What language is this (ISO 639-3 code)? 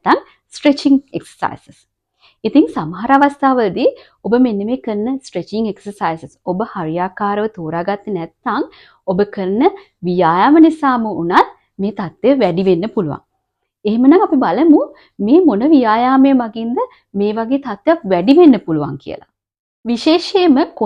sin